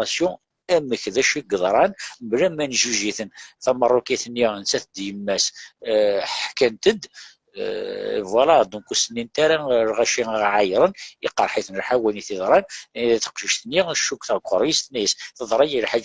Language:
Kabyle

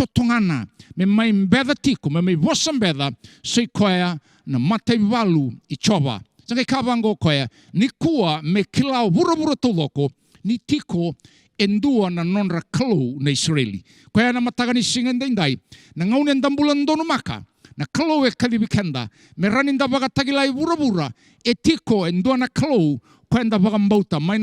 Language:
Fijian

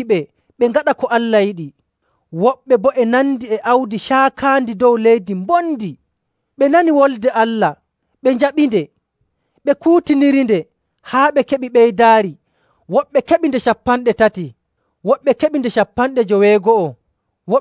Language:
Nigerian Fulfulde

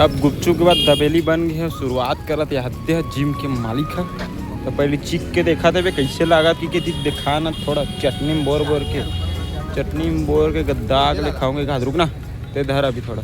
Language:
Chhattisgarhi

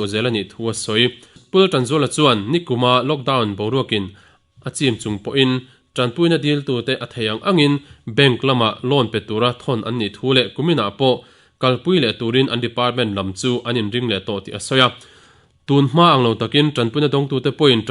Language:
Mizo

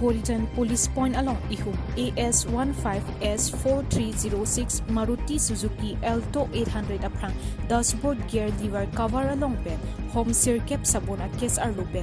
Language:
Karbi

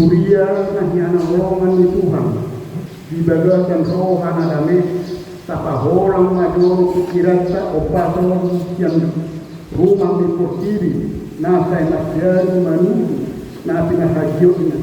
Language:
Batak Toba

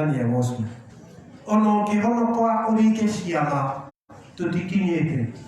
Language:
Kikuyu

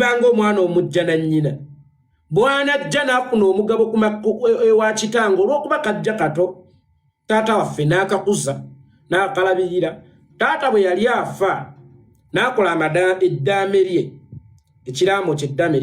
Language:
Ganda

